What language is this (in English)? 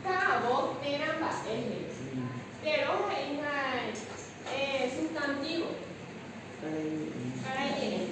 Guarani